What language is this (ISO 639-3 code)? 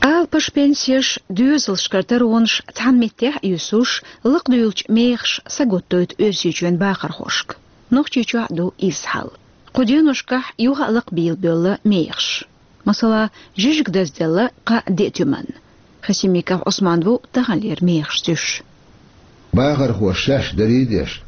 che